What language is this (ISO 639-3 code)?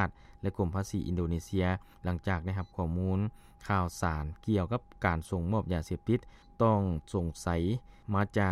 lao